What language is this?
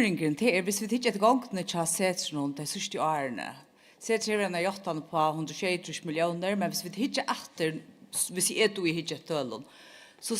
Faroese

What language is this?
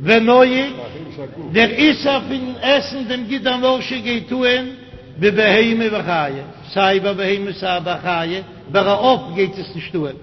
Yiddish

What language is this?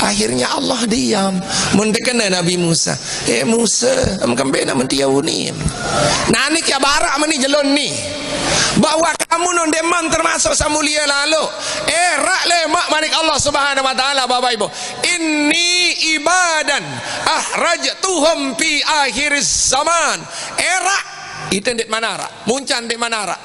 Sasak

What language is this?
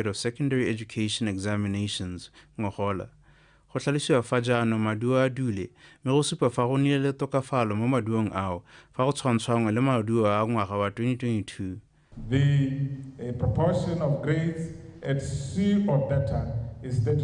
Tswana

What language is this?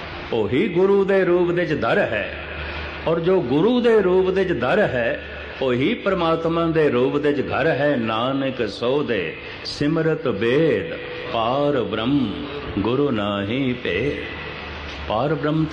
Punjabi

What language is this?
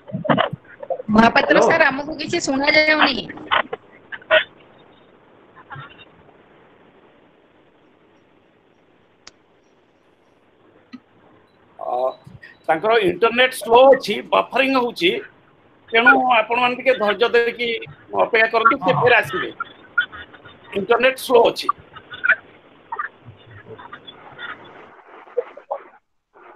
Odia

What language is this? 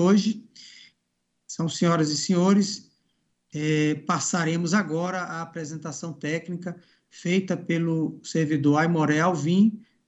Portuguese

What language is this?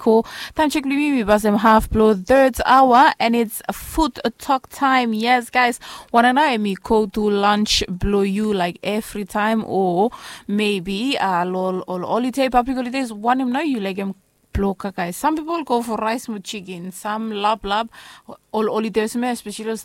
Bislama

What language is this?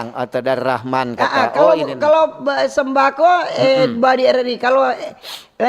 Manado Malay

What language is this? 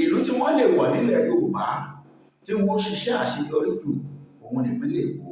Yoruba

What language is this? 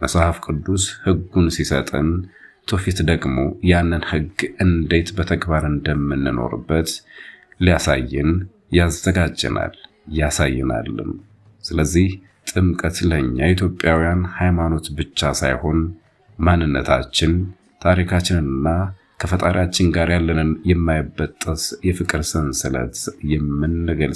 Amharic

